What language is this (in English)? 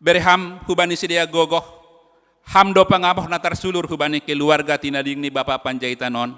Batak Simalungun